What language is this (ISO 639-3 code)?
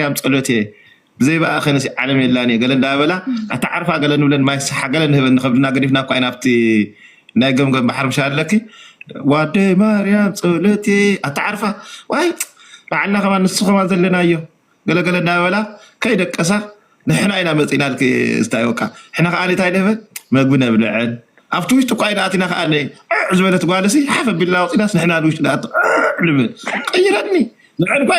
tir